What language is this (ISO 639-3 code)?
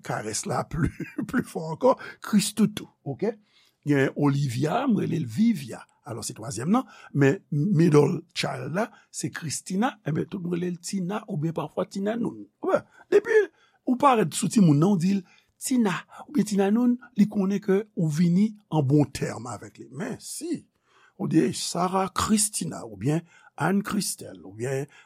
hat